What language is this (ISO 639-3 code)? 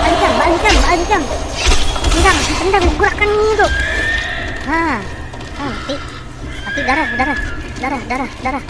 bjn